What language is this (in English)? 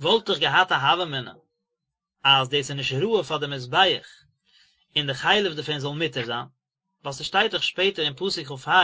Yiddish